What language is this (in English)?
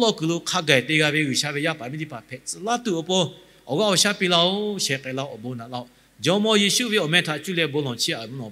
Lahu